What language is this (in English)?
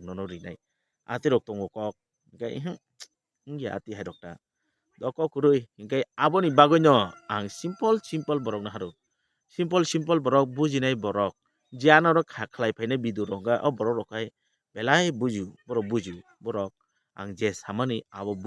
Kok Borok